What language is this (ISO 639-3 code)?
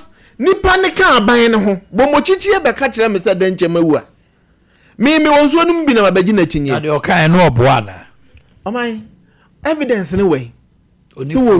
aka